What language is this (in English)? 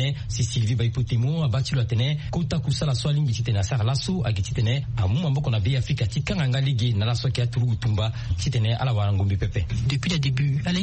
Sango